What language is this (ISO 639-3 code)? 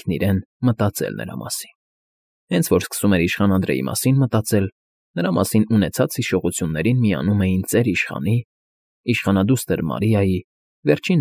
hye